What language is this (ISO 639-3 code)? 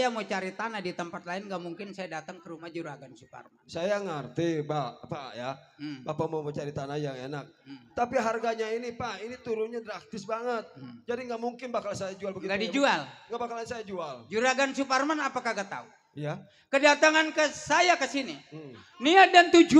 bew